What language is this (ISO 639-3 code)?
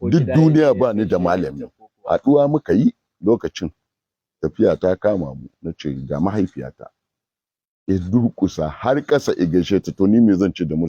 hau